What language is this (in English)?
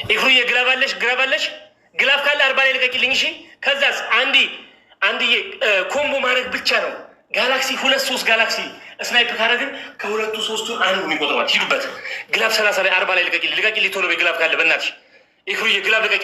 Amharic